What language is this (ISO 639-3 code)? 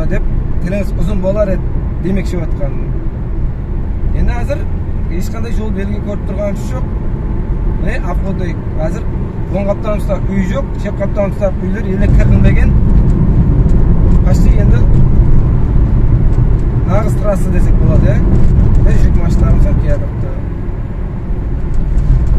kaz